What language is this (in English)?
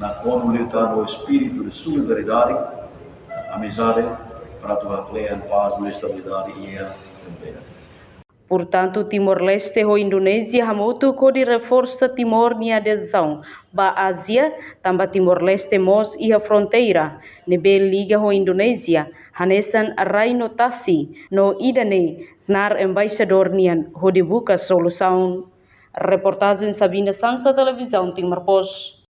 Tetum